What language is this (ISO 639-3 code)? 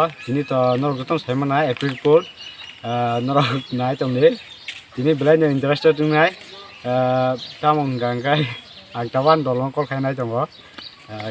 trp